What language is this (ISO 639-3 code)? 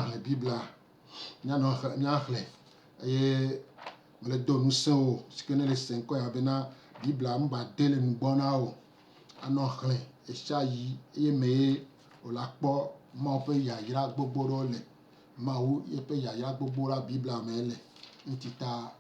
gej